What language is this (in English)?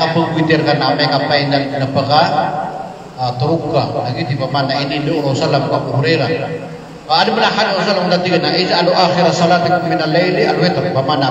Maranao